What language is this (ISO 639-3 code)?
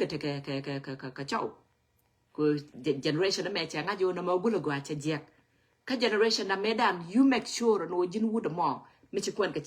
nus